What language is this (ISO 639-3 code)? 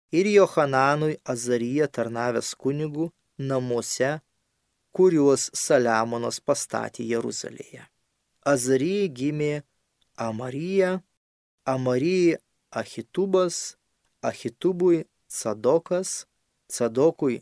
lit